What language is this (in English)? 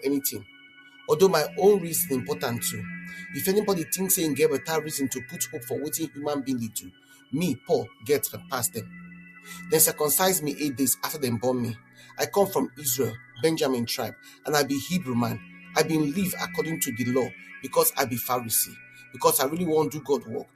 Nigerian Pidgin